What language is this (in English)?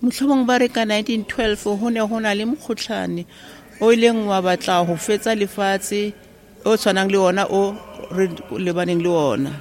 Southern Sotho